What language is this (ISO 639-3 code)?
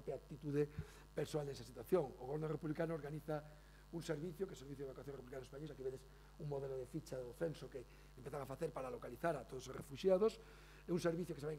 glg